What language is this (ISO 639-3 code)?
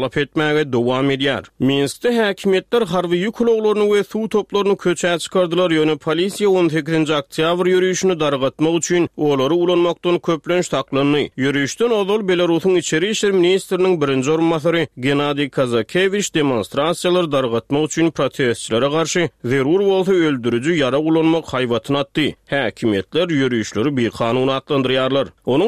tuk